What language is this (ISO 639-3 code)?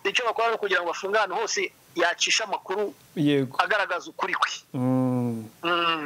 kin